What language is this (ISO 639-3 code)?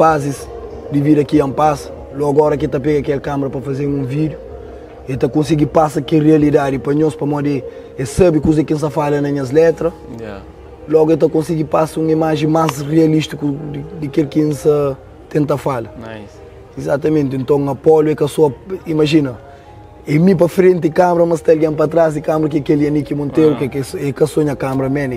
kea